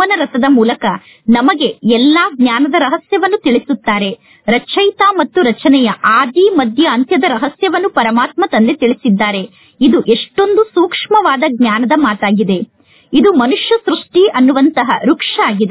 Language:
Kannada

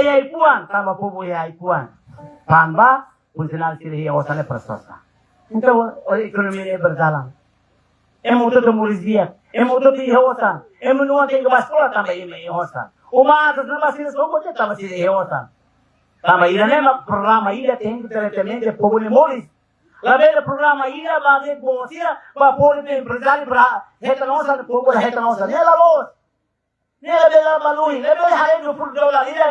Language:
Tetum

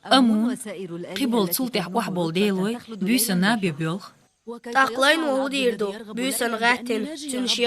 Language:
Chechen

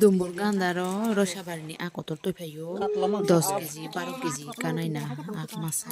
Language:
Kok Borok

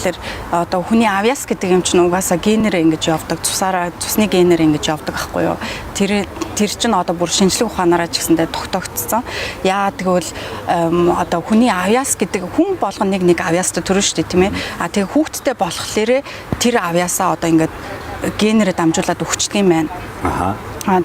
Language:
Mongolian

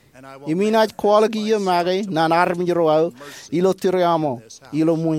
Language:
Marshallese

